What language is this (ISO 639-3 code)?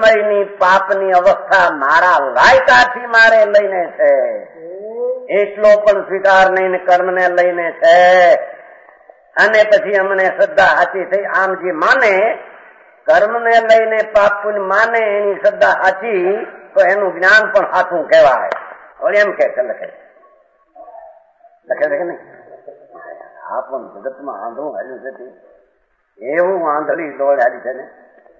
guj